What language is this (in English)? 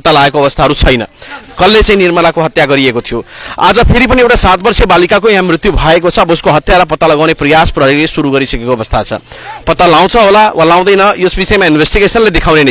Nepali